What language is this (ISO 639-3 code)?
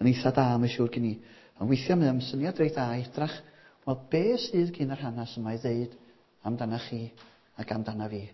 cym